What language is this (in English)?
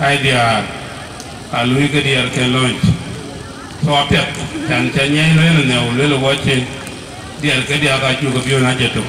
Dinka